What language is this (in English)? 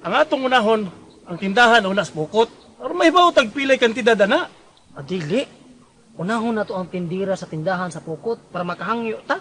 Cebuano